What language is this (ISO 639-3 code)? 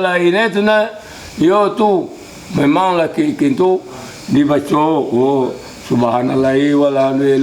min